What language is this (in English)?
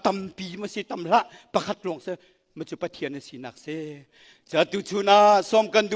Hakha Chin